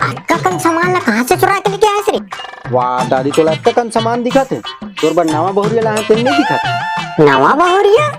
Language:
Chhattisgarhi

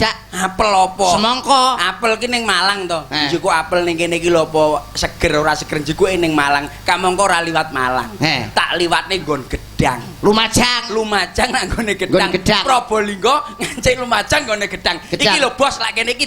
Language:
Javanese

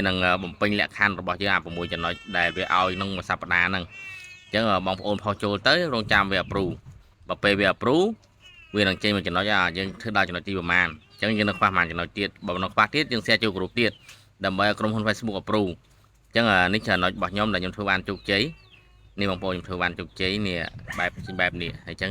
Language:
Khmer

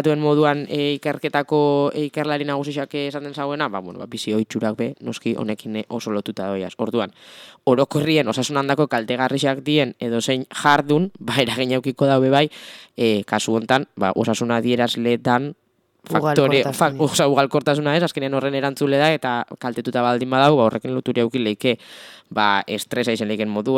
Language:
Basque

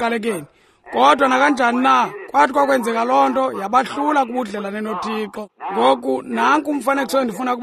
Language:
Xhosa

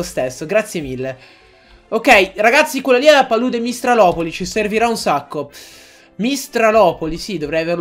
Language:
Italian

